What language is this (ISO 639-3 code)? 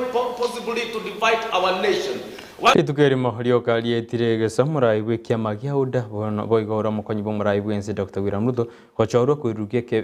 guz